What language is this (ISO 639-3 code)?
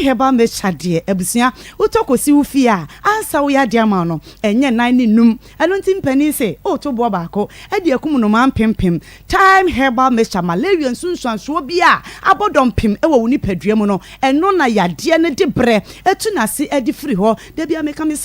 aka